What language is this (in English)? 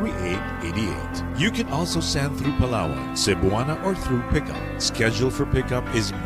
Hiligaynon